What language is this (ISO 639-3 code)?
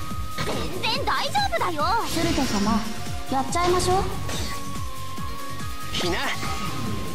jpn